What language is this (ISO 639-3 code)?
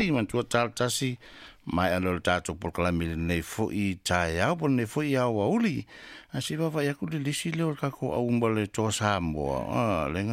smo